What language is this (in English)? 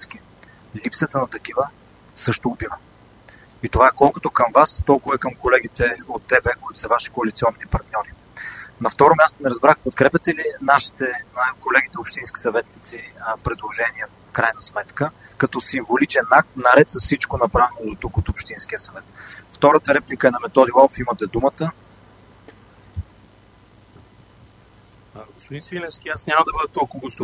Bulgarian